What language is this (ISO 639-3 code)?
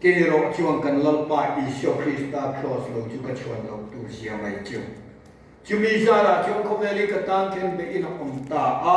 lus